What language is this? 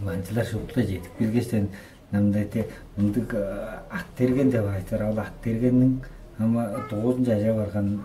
Tuvinian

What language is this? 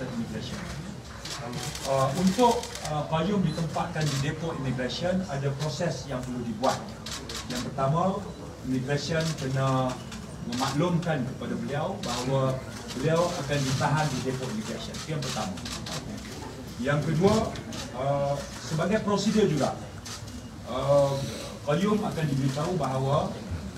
Malay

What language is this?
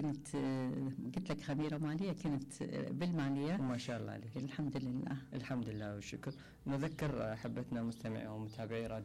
Mesopotamian Arabic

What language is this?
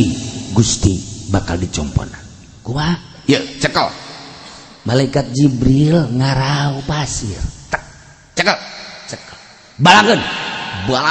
Sundanese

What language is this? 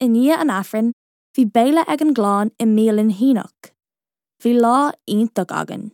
Irish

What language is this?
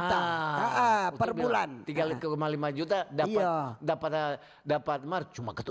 Manado Malay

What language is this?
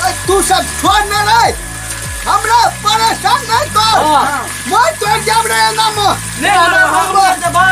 Maithili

